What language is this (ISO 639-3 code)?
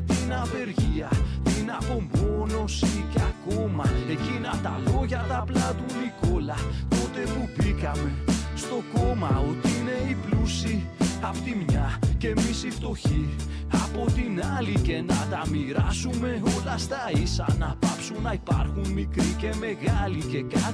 ell